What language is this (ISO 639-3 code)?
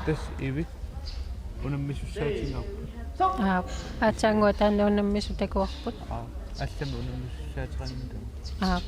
kal